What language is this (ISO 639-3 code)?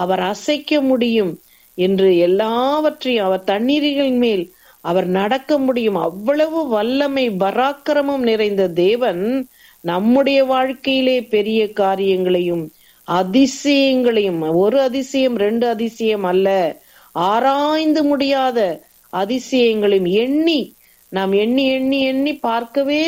tam